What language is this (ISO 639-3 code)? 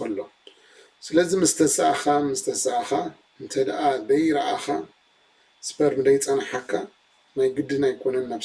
tir